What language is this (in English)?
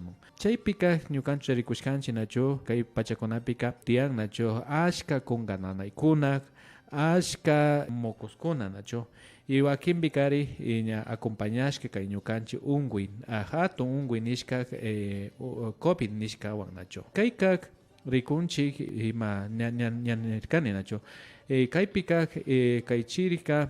Imbabura Highland Quichua